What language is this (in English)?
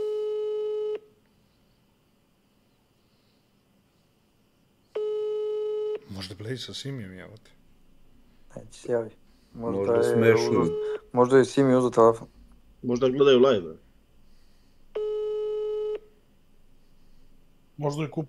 Serbian